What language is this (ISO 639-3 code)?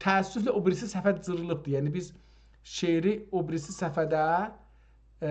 azb